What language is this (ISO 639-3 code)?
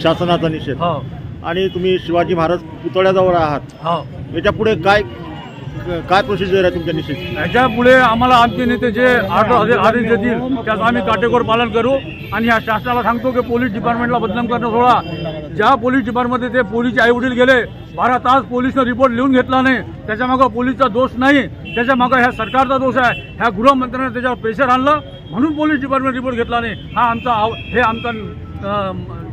mar